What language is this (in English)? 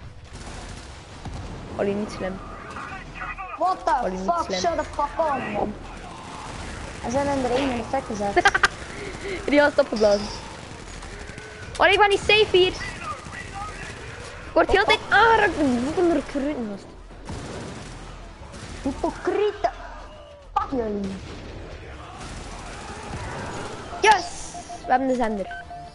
Dutch